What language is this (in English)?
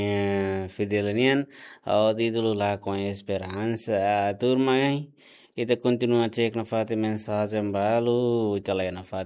Tetum